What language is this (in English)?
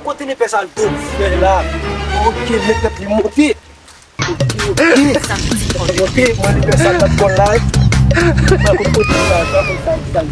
Haitian Creole